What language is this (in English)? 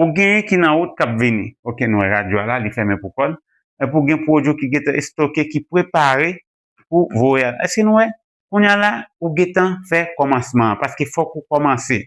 Haitian Creole